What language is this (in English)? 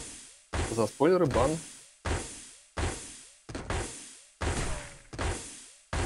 Russian